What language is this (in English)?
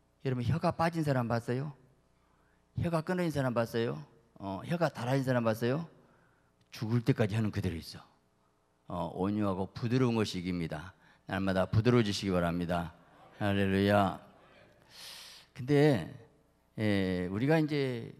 Korean